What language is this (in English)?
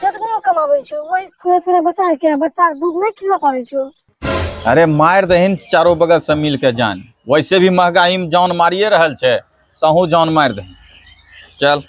Angika